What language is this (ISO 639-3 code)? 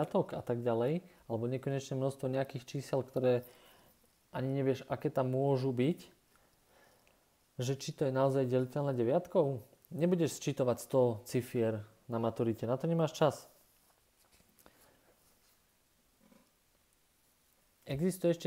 slk